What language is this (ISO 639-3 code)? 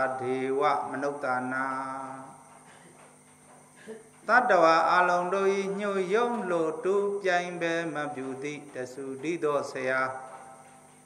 mya